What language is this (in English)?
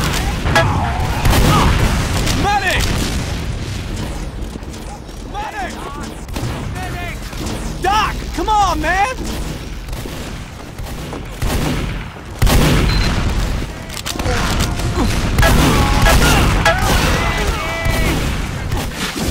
English